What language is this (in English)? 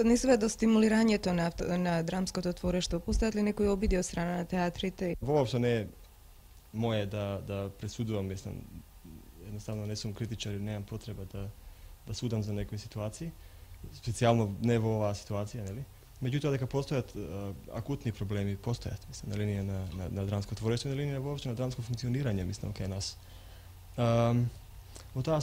Macedonian